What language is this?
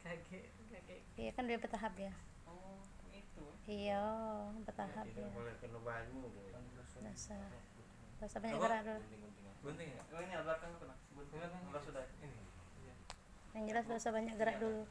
Musi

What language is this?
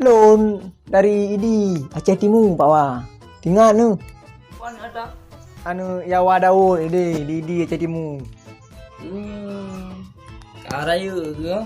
Achinese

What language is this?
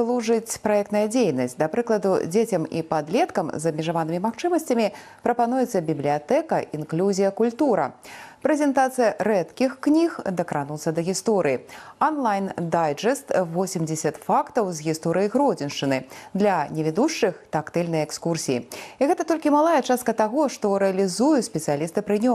Belarusian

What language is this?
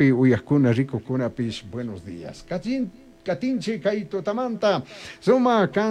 Chimborazo Highland Quichua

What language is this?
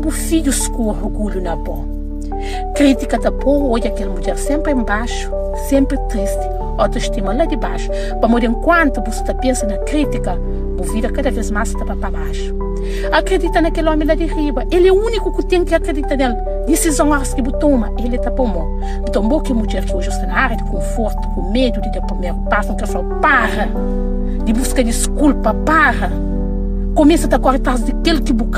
Kabuverdianu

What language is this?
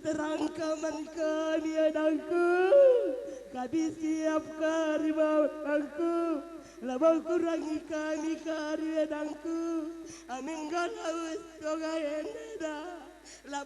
Batak Karo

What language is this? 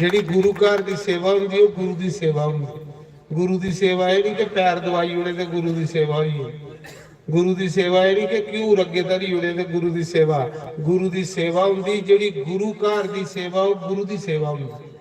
Dogri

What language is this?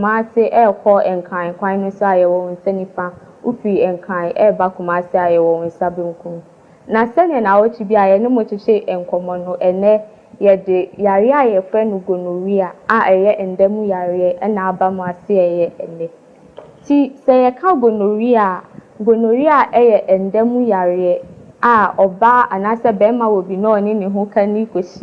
Akan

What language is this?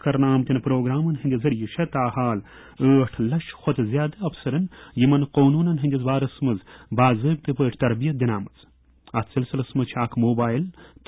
Kashmiri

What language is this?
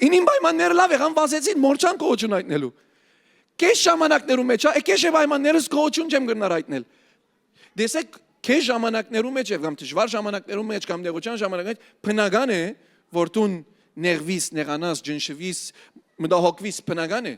Western Armenian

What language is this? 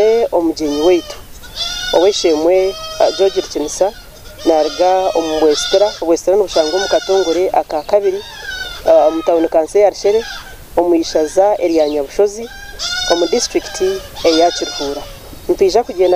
Nyankole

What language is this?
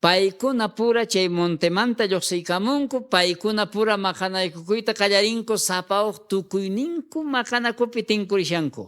South Bolivian Quechua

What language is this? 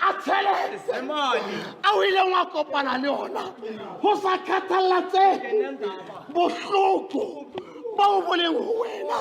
Southern Sotho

